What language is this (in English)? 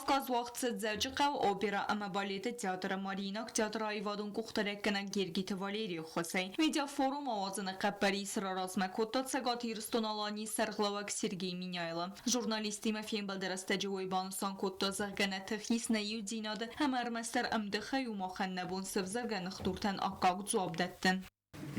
Ossetic